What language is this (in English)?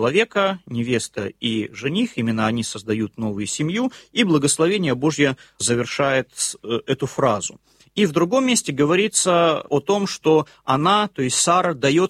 Russian